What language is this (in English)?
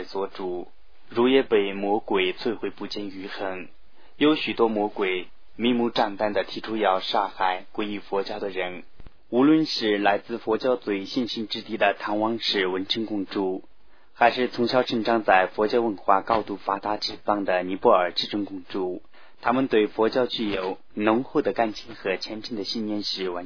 Chinese